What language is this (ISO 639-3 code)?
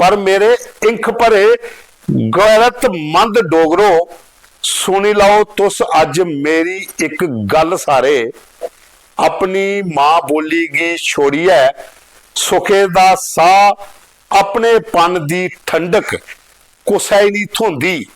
doi